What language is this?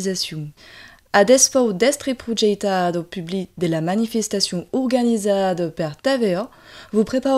Occitan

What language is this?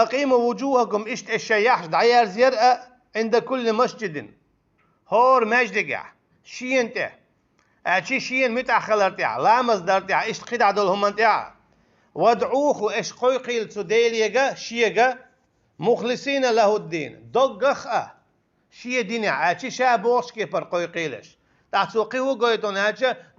Chechen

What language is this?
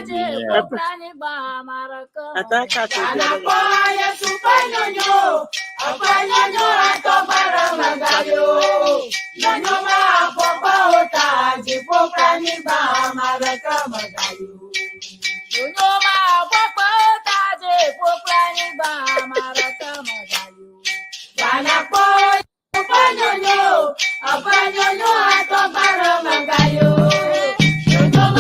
Ewe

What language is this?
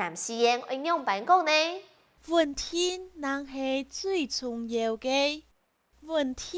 Hakka Chinese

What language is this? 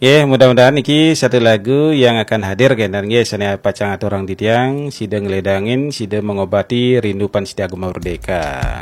Balinese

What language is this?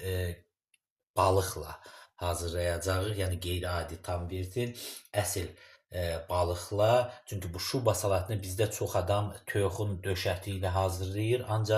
Azerbaijani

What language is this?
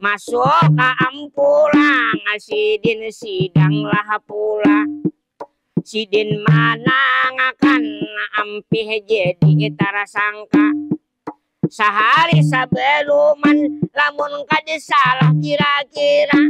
Banjar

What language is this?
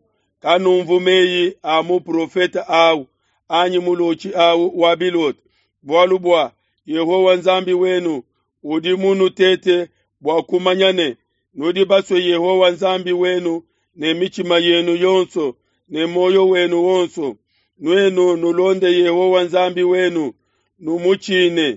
Luba-Lulua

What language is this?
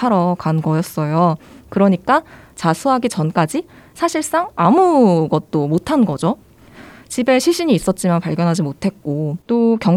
Korean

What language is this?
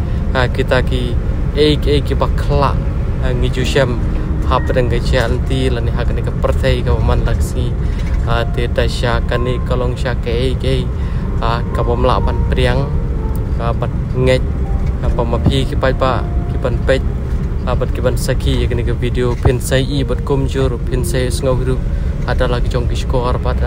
Khasi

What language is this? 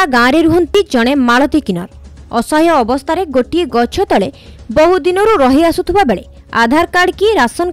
Odia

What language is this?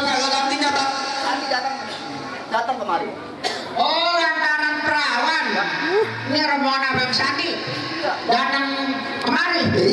Betawi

